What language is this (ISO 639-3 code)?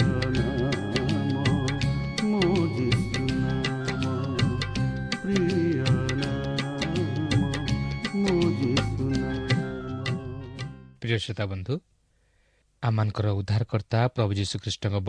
ori